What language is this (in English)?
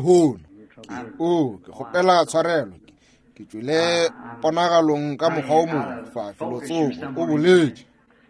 Northern Sotho